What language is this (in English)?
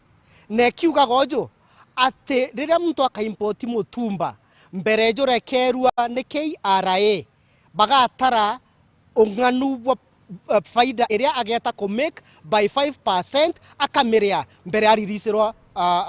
Meru